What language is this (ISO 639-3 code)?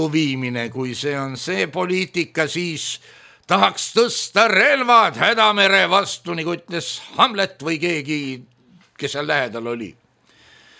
est